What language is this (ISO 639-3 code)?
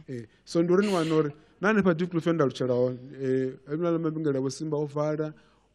ven